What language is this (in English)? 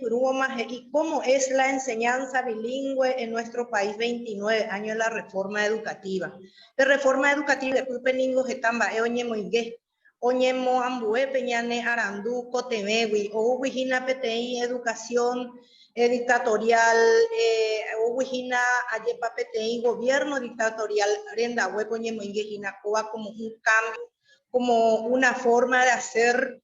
Guarani